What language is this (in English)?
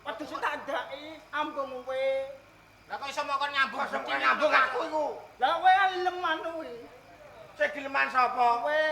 Javanese